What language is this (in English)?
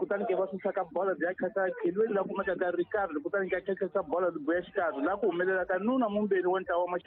Tsonga